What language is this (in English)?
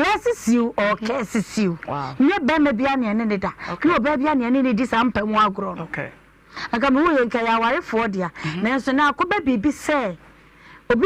Akan